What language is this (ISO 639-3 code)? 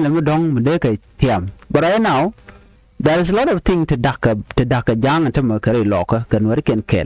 nus